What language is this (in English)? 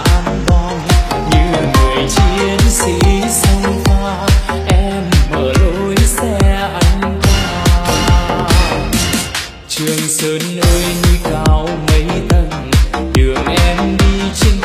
Vietnamese